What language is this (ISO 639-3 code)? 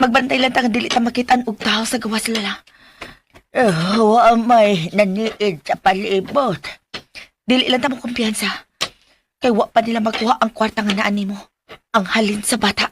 ceb